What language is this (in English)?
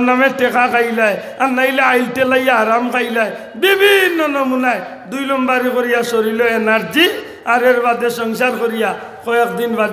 Sylheti